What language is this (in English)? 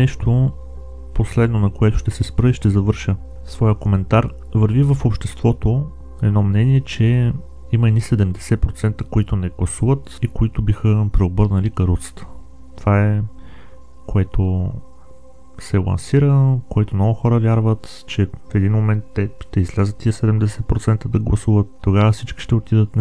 Bulgarian